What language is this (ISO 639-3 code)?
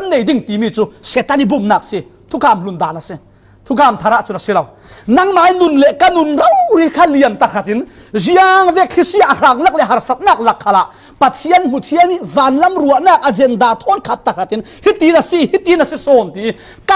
cfm